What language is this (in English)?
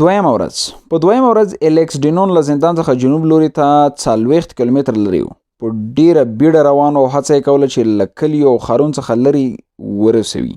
Pashto